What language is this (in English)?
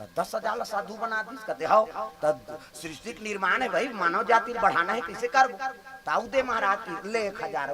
Chhattisgarhi